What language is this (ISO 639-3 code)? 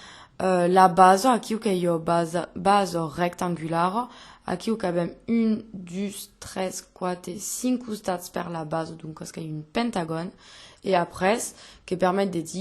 oci